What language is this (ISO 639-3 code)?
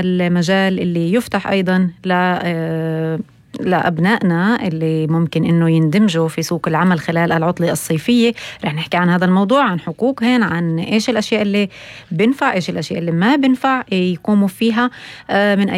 apc